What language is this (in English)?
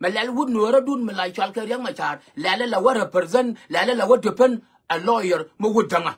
Nuer